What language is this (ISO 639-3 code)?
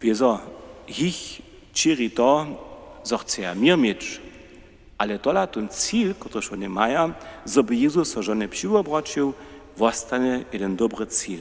hsb